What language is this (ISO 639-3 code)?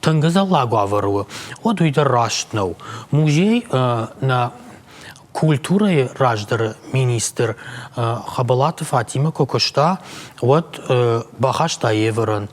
oss